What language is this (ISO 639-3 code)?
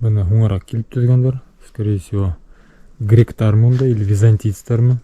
bak